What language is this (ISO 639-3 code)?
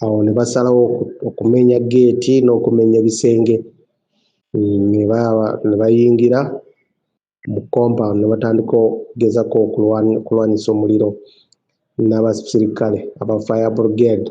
lug